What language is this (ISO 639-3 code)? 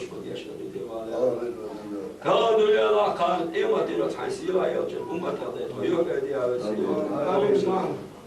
che